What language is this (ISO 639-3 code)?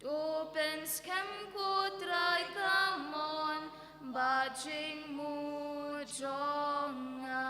kha